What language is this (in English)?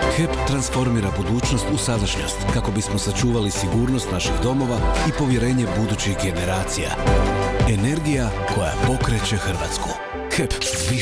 Croatian